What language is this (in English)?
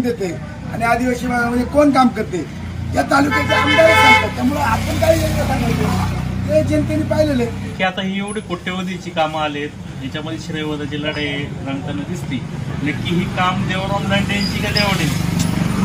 Marathi